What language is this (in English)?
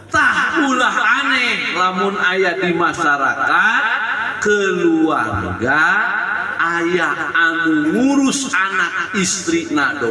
Sundanese